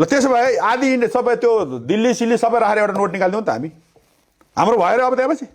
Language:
Nepali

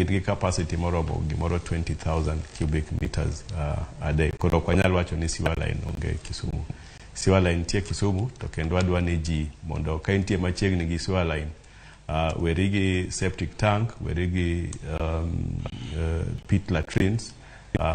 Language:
Luo (Kenya and Tanzania)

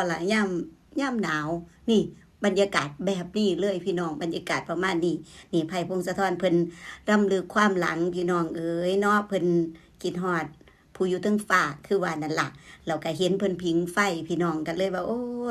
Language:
Northeastern Thai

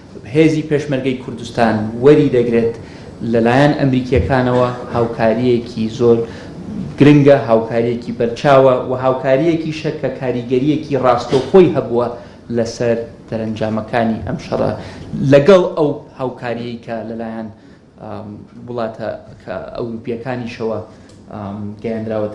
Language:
Central Kurdish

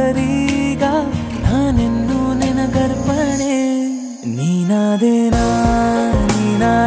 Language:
Kannada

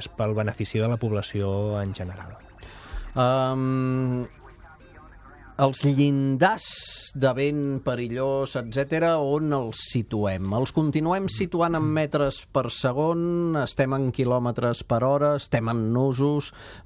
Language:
Catalan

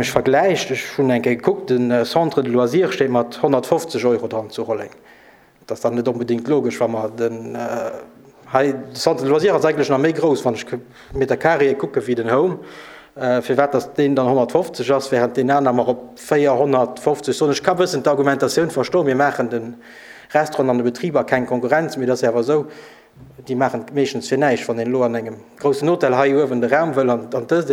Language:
Luxembourgish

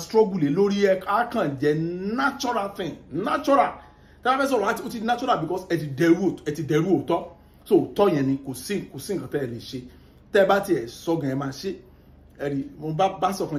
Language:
Yoruba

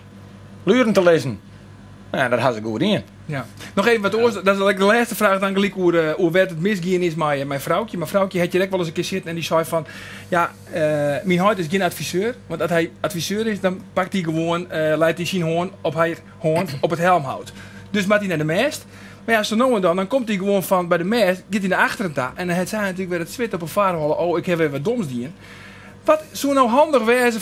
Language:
Western Frisian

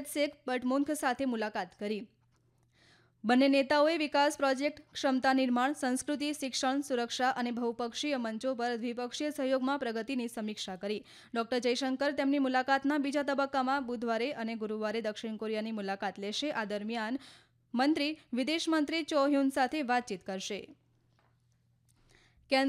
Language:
Gujarati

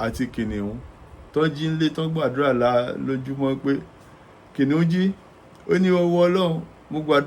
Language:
Yoruba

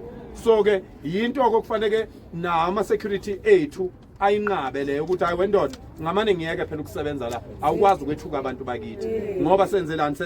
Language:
Zulu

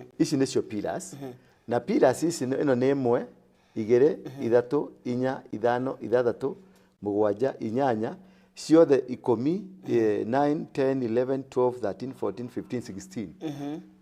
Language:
Kikuyu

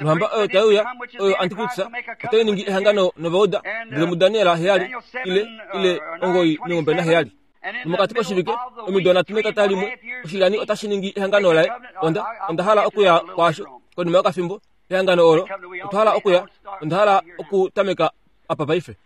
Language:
Kuanyama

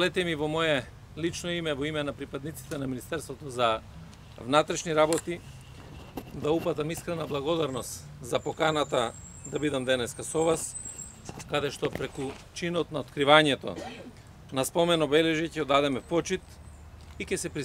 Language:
Macedonian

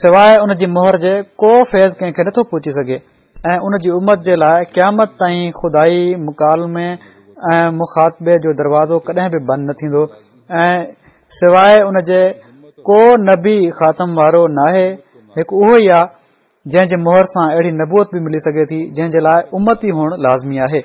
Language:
Sindhi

